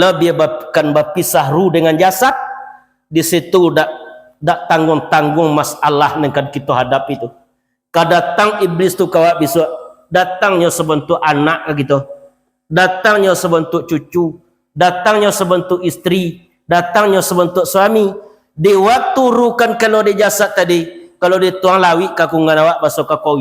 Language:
Minangkabau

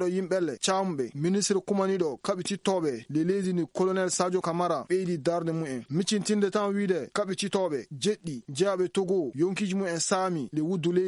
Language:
Fula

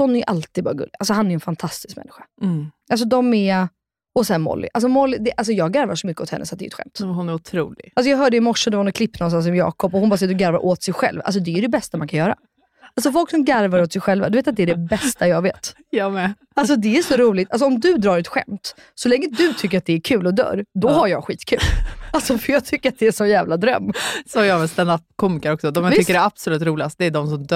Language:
Swedish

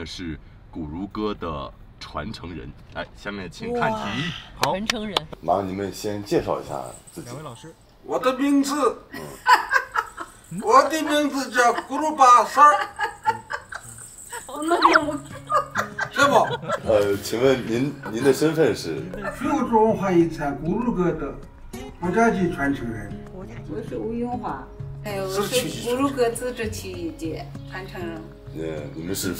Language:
Chinese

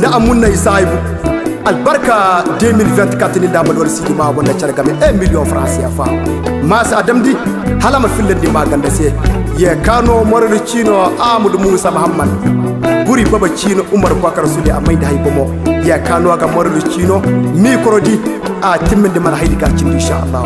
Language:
Koyraboro Senni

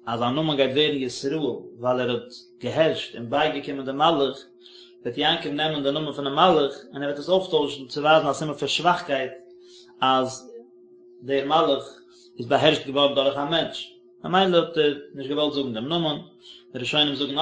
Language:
Yiddish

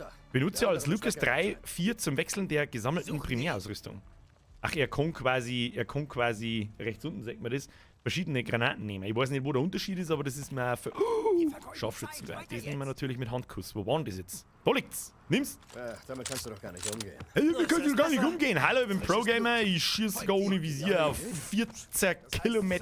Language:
Bavarian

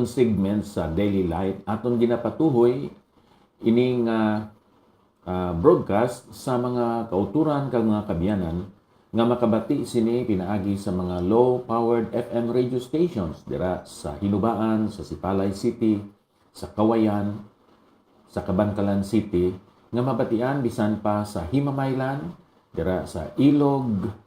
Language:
Hiligaynon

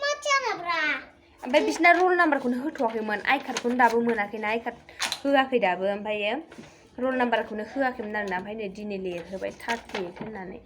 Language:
Bodo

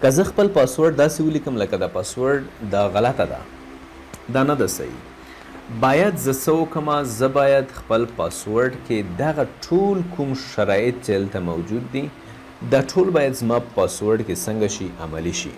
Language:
Pashto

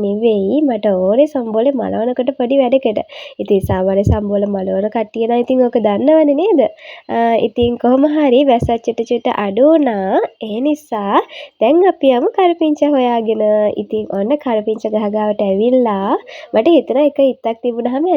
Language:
Sinhala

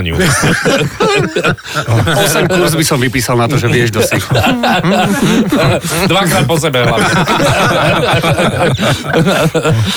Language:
Slovak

